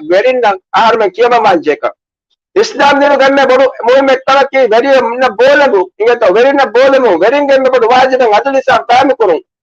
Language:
Divehi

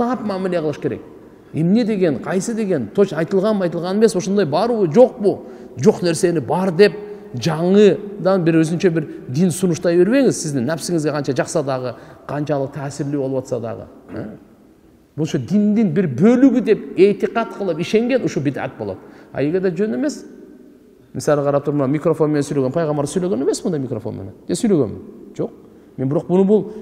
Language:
Kyrgyz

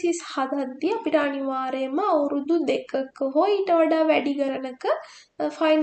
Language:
Sinhala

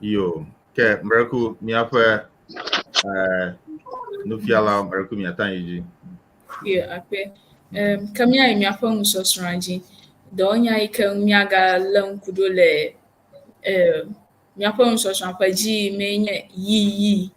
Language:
Ewe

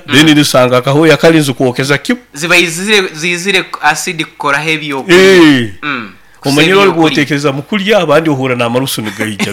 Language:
Nyoro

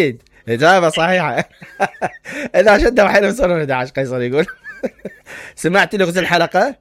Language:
Mesopotamian Arabic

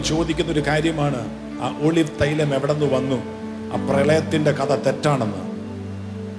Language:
Malayalam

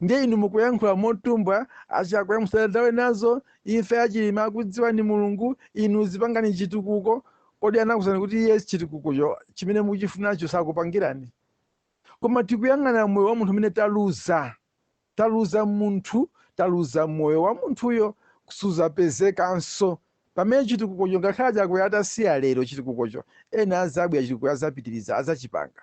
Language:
Nyanja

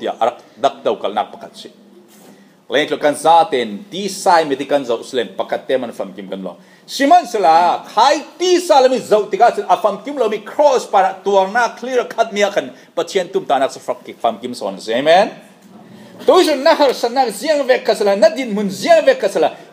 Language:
Falam Chin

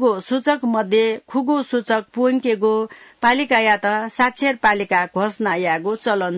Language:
Newari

